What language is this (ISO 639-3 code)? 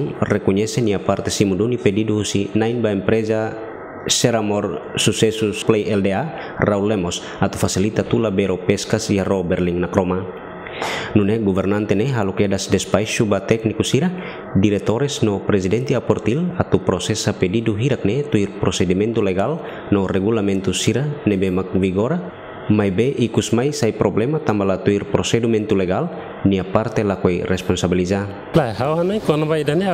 tet